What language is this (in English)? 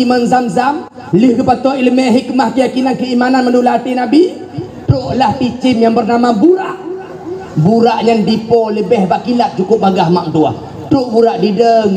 Achinese